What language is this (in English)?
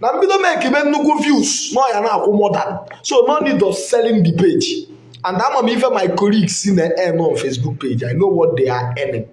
Igbo